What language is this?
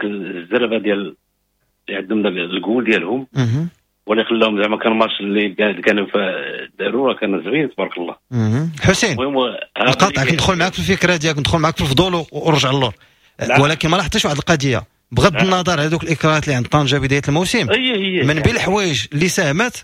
Moroccan Arabic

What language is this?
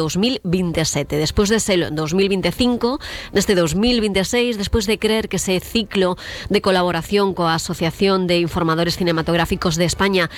Galician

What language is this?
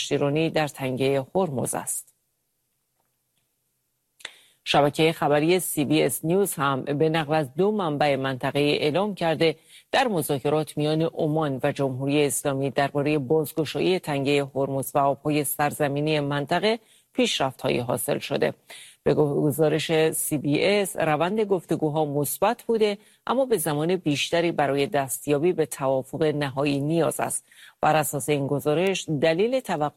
Persian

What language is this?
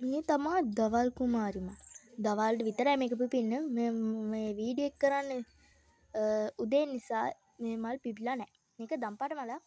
Sinhala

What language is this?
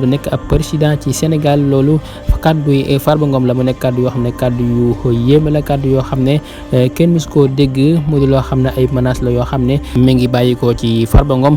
Wolof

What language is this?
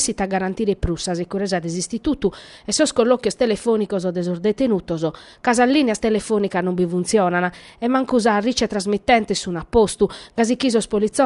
Sardinian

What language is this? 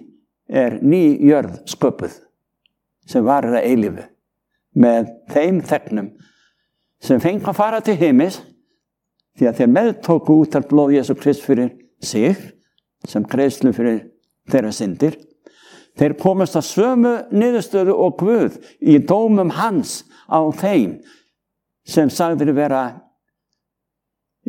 Icelandic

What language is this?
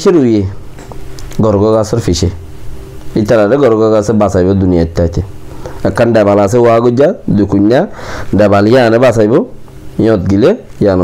Rohingya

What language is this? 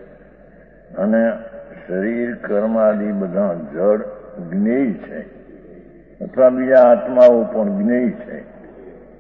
Gujarati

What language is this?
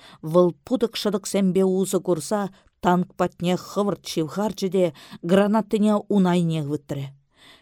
Chuvash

